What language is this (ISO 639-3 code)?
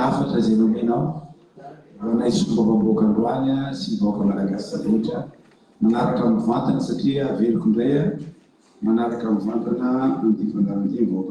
mlg